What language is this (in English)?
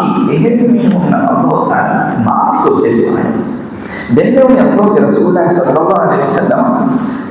Divehi